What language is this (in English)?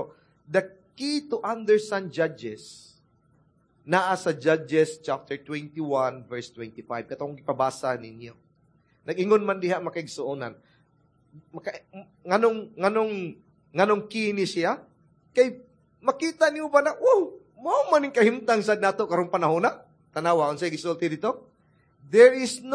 Cebuano